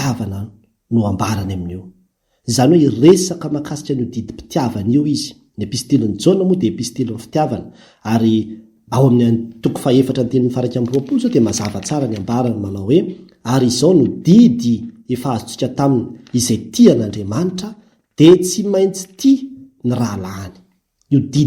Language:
Malagasy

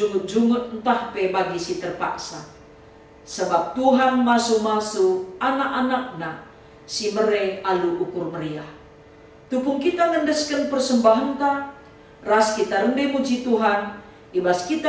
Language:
Batak Karo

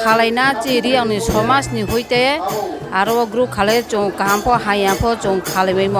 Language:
Riang (India)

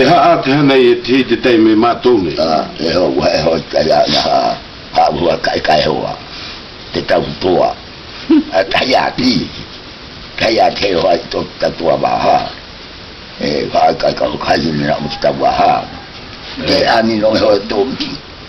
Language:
South Marquesan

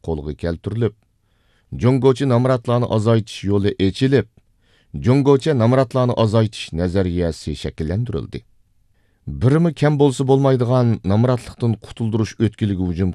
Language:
Uyghur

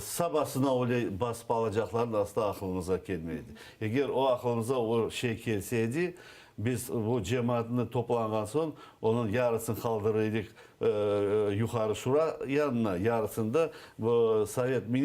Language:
Crimean Tatar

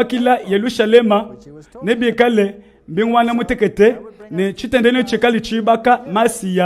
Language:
Luba-Lulua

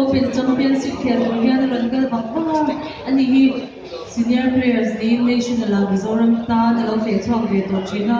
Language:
Mizo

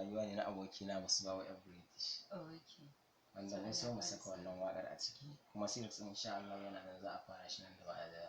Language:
Hausa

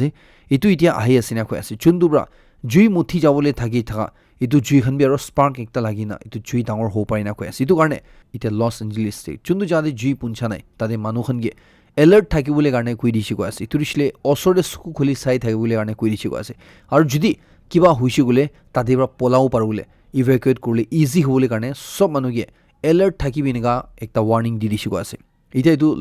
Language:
Naga Pidgin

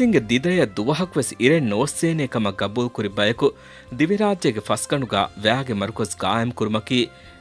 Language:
Divehi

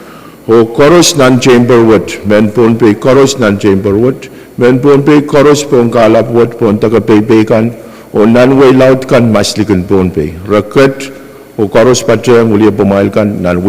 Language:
Pohnpeian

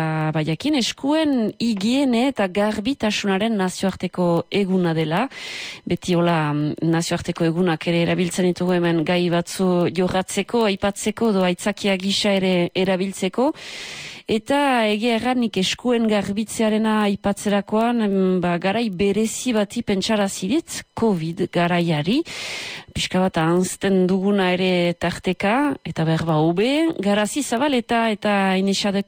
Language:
Basque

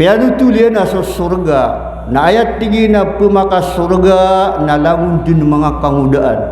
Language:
Maranao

